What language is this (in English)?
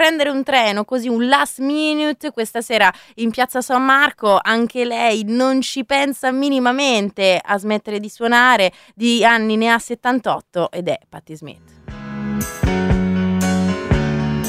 Italian